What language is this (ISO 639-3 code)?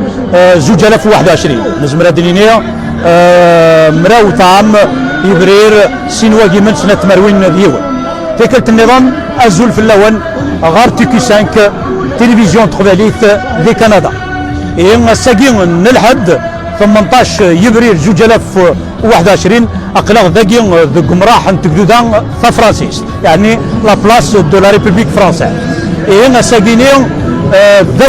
kab